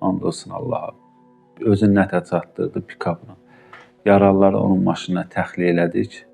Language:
Azerbaijani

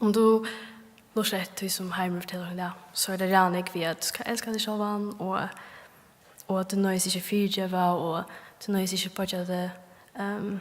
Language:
Faroese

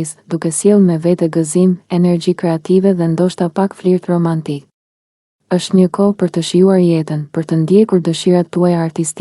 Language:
Albanian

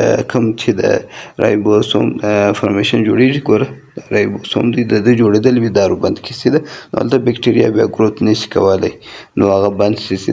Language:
Pashto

